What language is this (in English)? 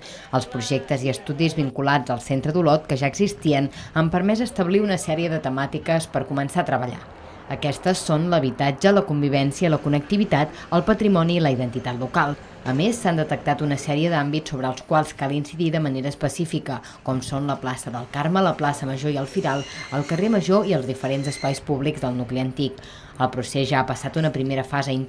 Catalan